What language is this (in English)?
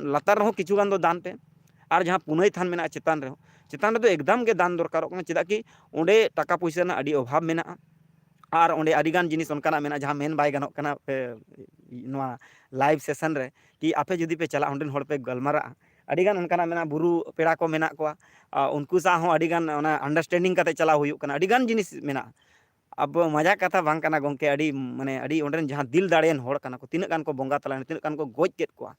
Santali